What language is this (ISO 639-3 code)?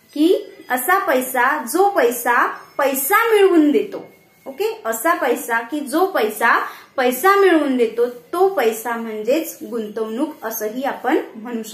mar